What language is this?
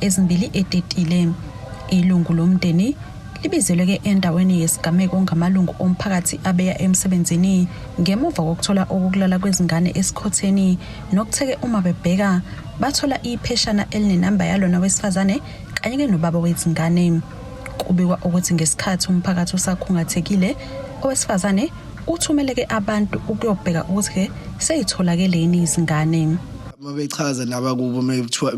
Zulu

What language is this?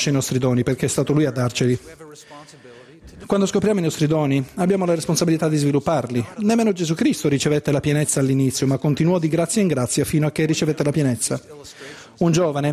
Italian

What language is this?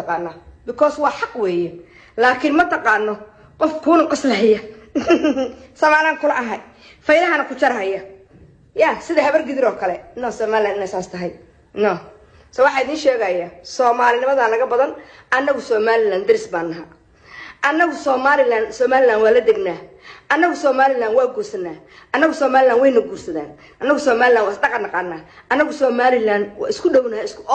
Somali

